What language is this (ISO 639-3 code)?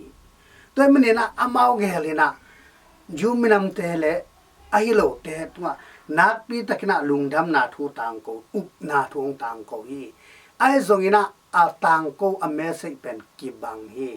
ctd